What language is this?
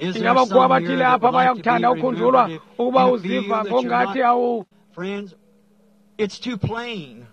Xhosa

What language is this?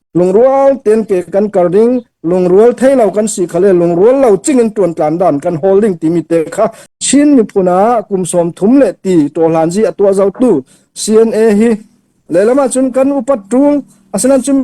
Falam Chin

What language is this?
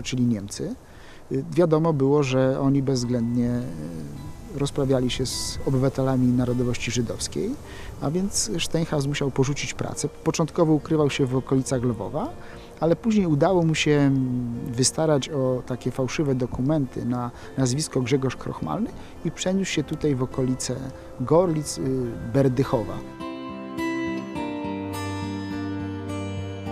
Polish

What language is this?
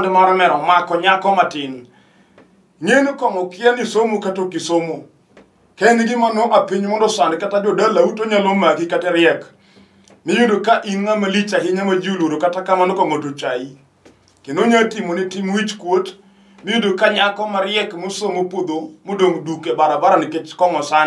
Luo (Kenya and Tanzania)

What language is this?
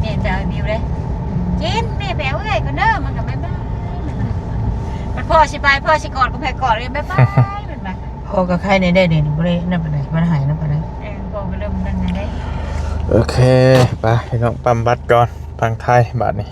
Northeastern Thai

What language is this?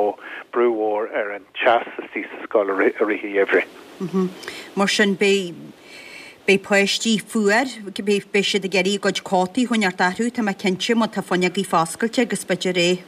Irish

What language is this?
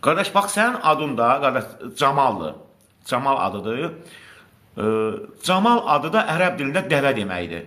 Azerbaijani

